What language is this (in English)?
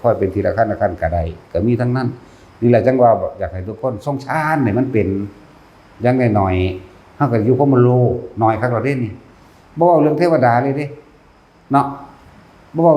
Northeastern Thai